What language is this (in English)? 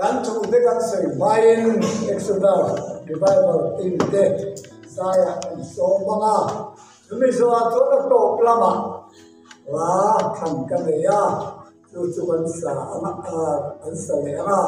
Mizo